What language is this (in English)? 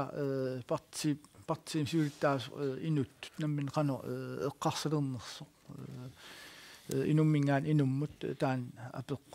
Kalaallisut